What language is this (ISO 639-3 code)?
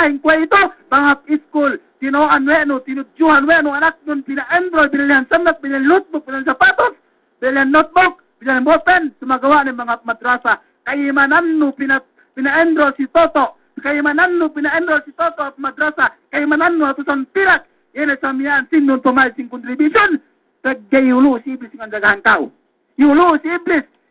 yka